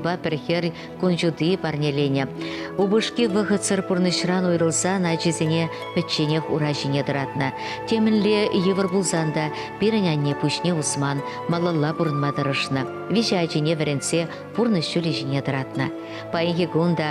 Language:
Chuvash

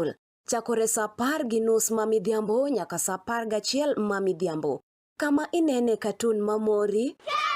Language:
Luo (Kenya and Tanzania)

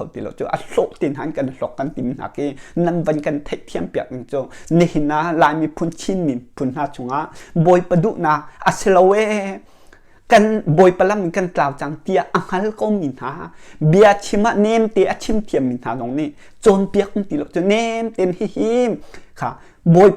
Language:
Hakha Chin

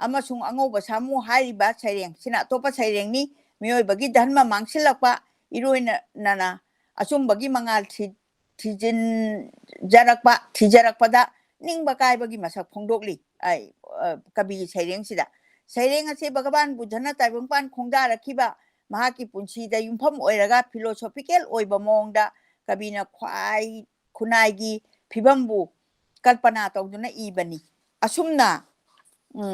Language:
Manipuri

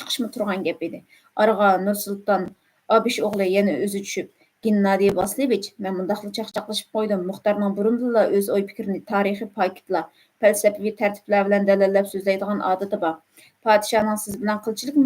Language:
Uyghur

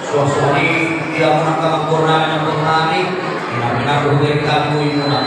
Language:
Batak Toba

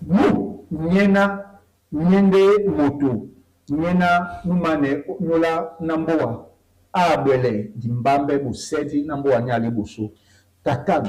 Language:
Duala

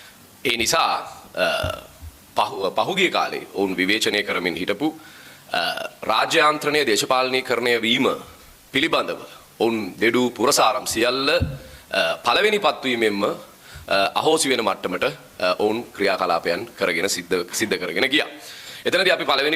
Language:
Sinhala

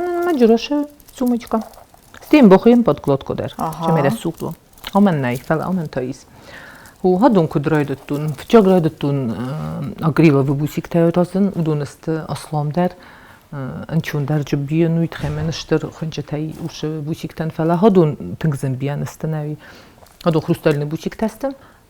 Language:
Ossetic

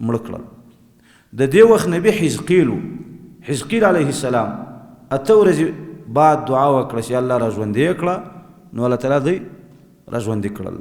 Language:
Pashto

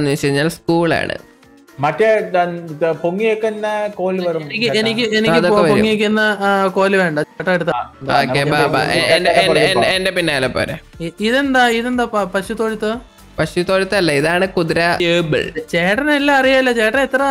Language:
Malayalam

